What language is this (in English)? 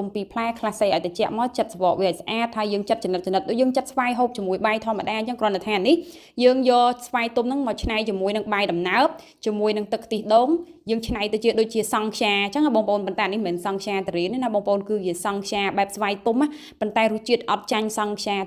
Khmer